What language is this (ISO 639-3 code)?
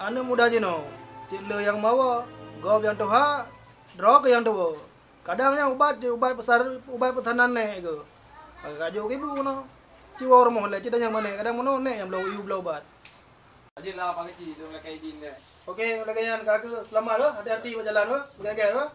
ace